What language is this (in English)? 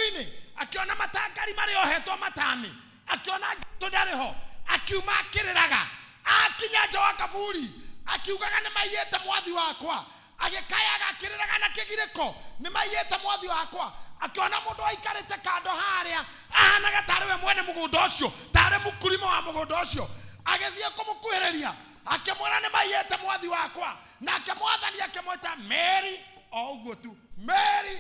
Kikuyu